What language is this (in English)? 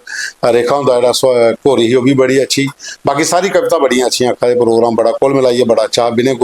Dogri